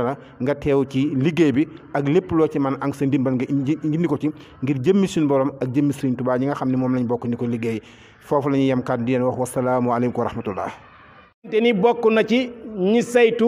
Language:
Wolof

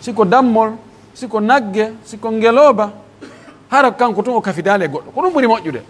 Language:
Pular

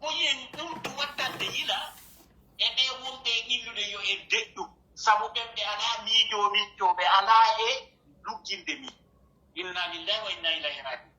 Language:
Pular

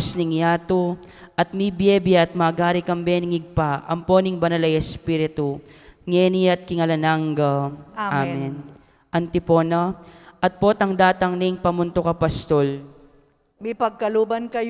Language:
Pampanga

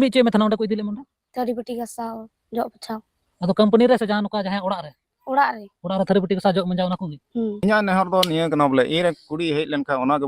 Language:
Santali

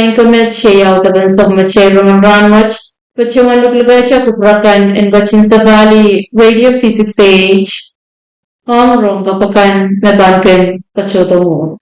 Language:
Pohnpeian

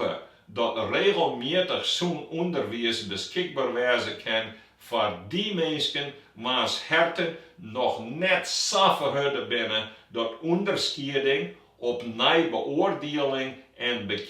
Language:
Western Frisian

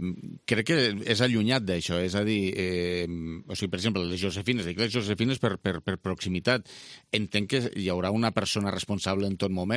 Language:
Catalan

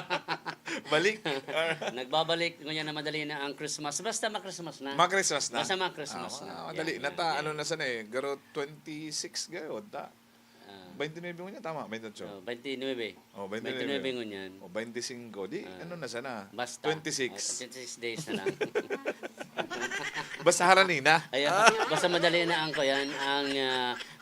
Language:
Bikol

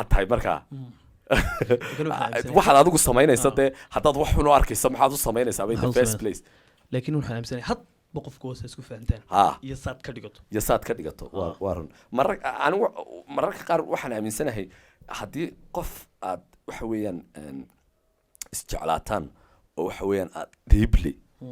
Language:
Somali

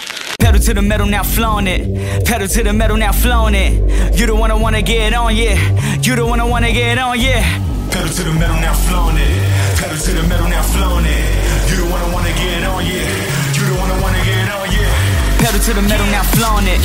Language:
English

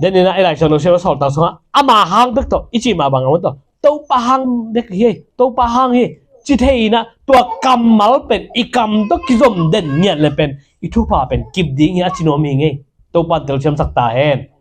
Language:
Tedim Chin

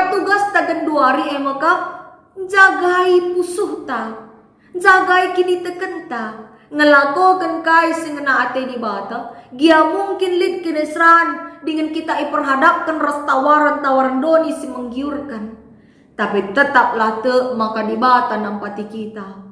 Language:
Batak Karo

